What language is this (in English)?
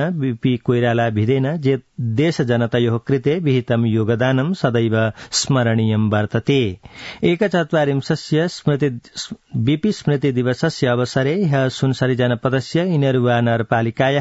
Sanskrit